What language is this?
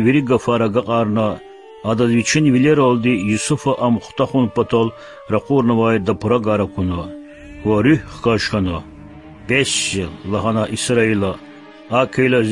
Lezghian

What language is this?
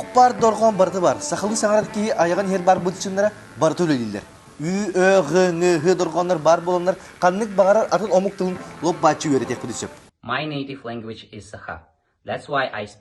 Yakut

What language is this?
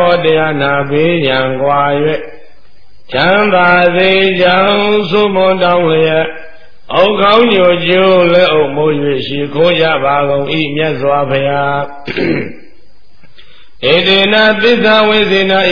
Burmese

